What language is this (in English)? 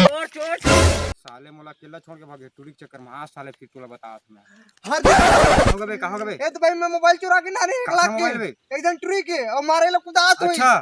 Chhattisgarhi